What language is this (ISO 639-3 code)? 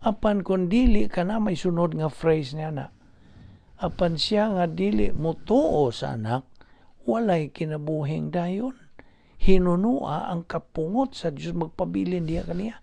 ceb